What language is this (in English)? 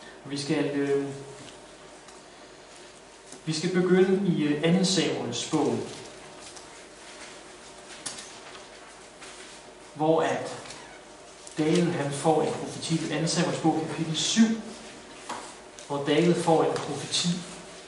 Danish